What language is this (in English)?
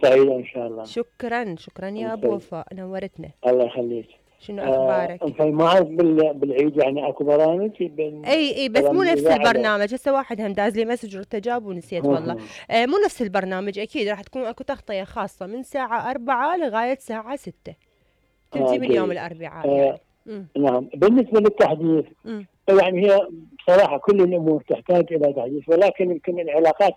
Mesopotamian Arabic